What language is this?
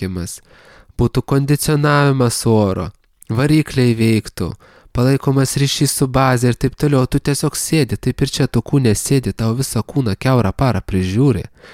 Lithuanian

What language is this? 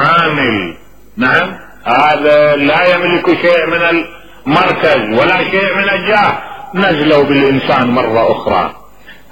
Mesopotamian Arabic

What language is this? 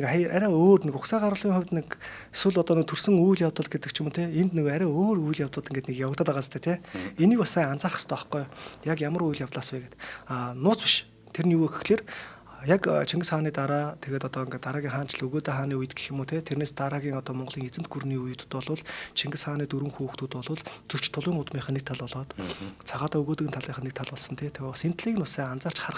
Mongolian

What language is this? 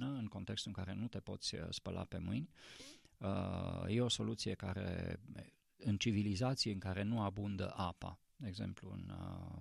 Romanian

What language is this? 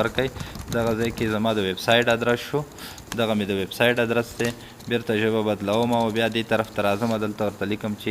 Pashto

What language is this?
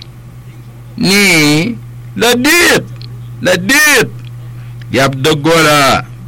Acoli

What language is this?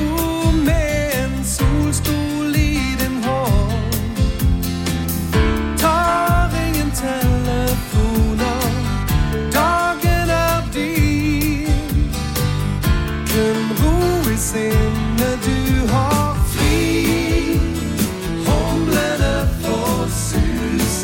Norwegian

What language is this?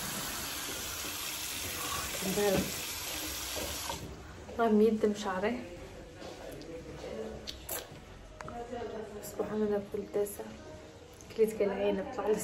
Algerian Arabic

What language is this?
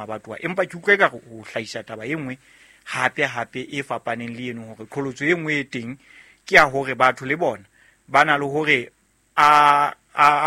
Southern Sotho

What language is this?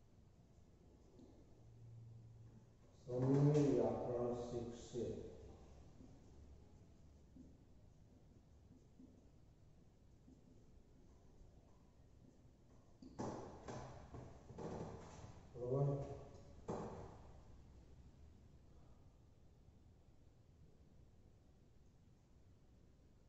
Gujarati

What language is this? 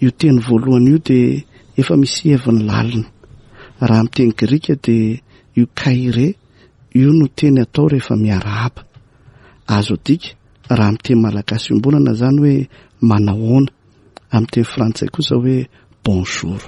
Malagasy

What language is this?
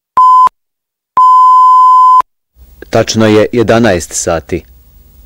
Bosnian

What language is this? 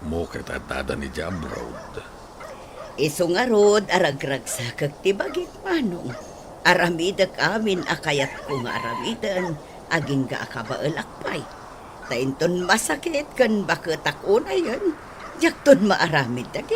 Iloko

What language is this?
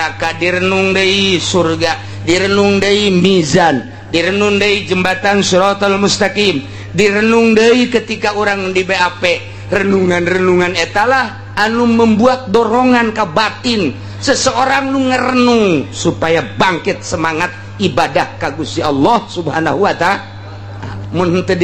Sundanese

